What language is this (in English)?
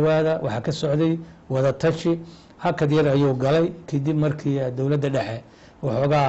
Somali